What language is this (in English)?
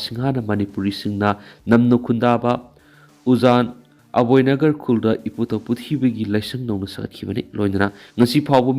Manipuri